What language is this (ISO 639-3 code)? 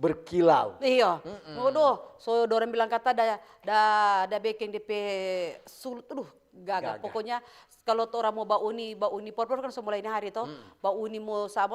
xmm